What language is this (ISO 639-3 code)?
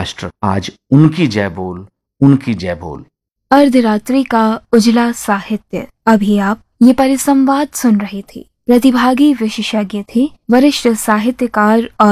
hin